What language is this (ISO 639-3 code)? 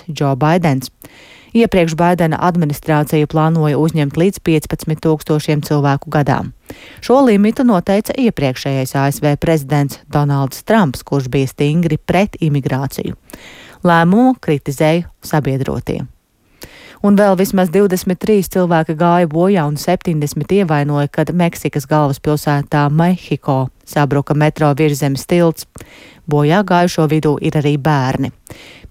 lav